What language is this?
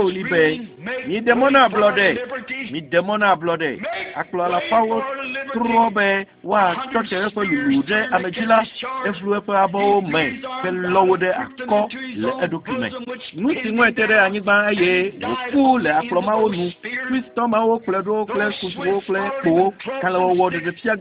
Ewe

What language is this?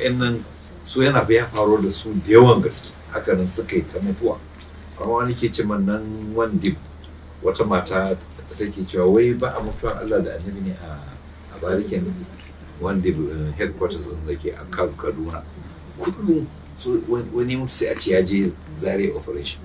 Hausa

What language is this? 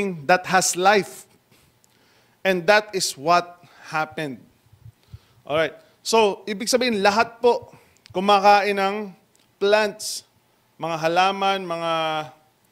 Filipino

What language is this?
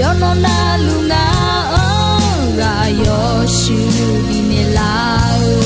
Akha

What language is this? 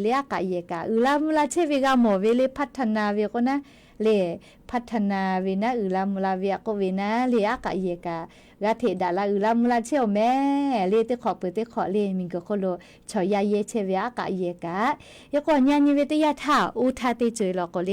Lahu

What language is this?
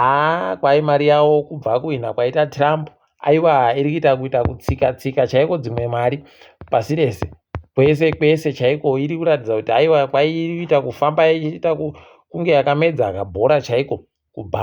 Ndau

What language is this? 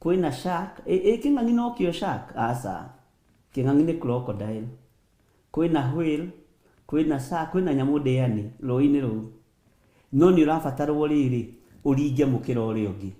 Kikuyu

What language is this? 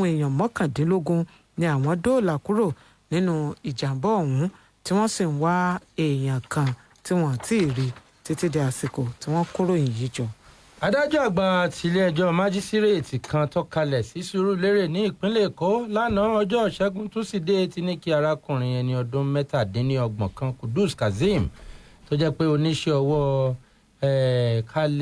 Yoruba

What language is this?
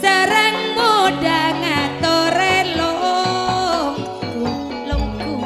Madurese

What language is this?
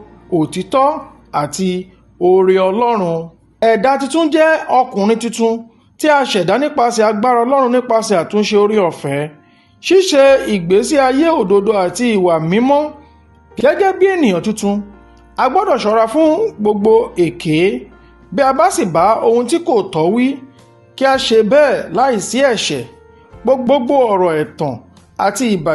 Yoruba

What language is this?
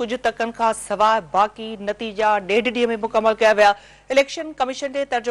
Sindhi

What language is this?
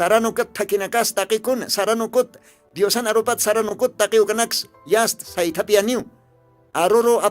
Aymara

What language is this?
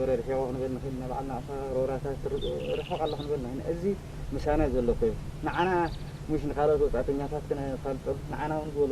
Tigrinya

